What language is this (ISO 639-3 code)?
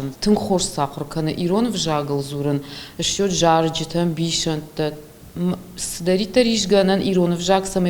oss